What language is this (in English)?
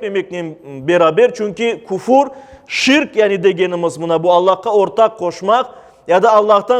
Crimean Tatar